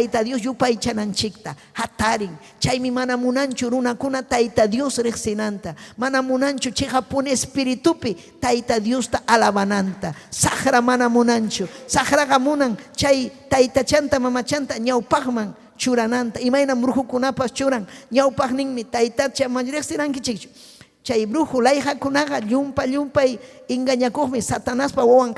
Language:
Ayacucho Quechua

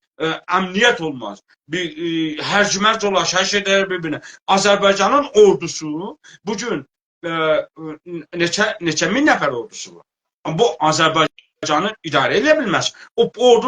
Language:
South Azerbaijani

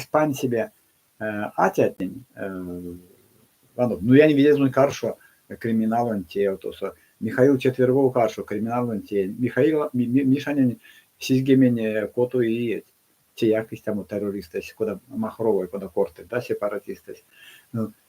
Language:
Erzya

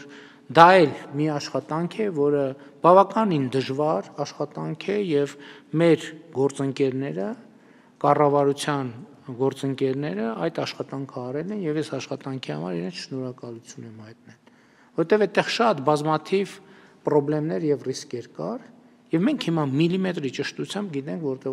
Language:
Armenian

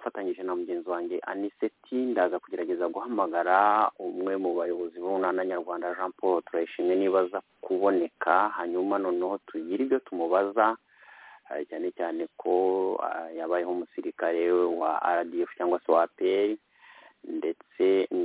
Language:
Kinyarwanda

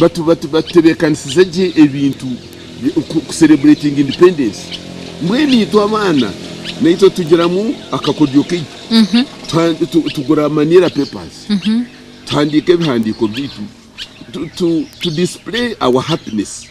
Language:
Nyankole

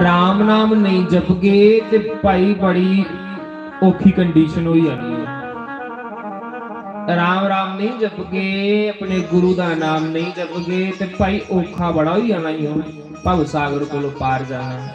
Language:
Dogri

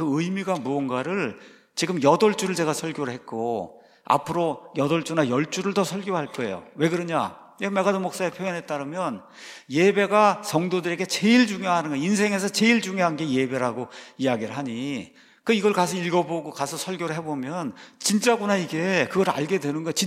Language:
Korean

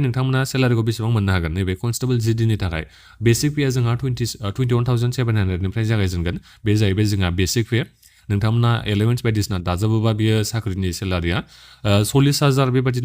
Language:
Bodo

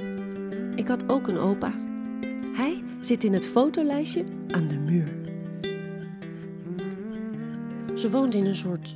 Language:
Dutch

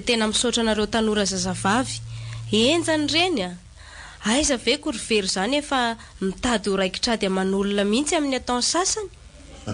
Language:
Malagasy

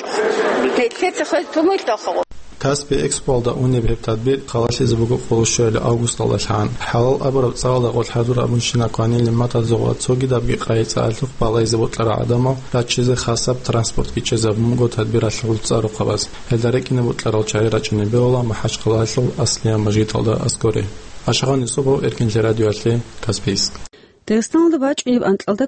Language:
Avaric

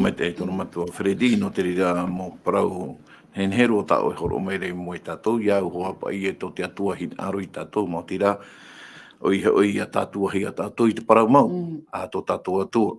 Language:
Tahitian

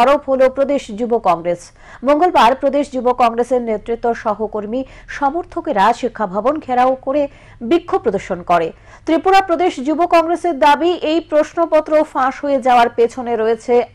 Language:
Bangla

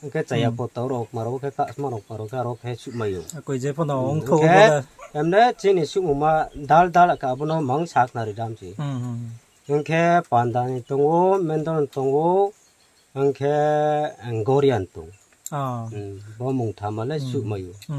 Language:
Riang (India)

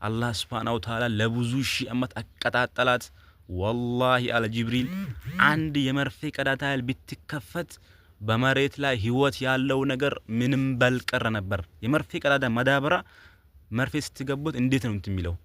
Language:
Amharic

